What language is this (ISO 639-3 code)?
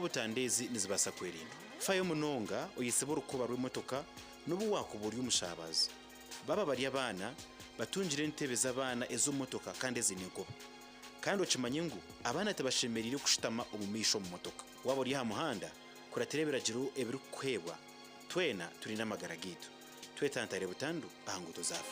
nyn